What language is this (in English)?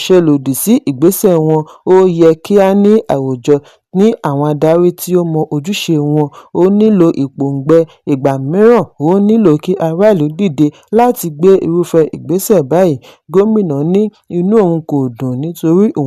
Yoruba